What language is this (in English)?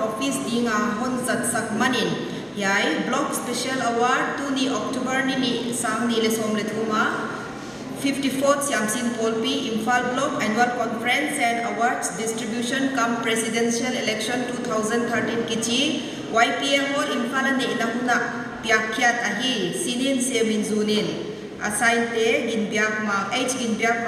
Paite Chin